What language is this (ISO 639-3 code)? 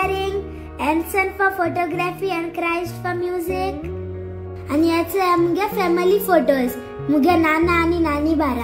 kok